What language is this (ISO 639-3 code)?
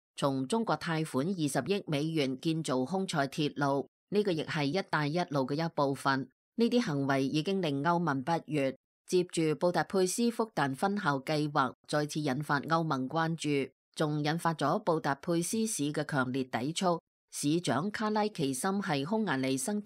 yue